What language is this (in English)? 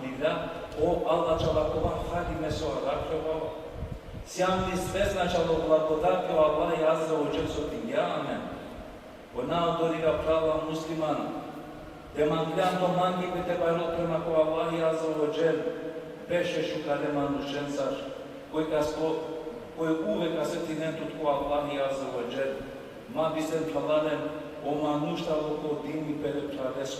Balkan Romani